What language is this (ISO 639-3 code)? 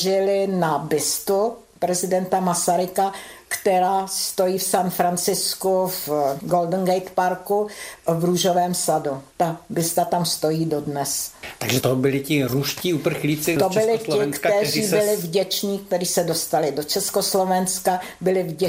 ces